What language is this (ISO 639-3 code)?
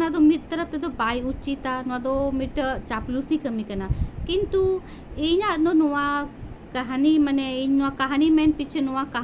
sat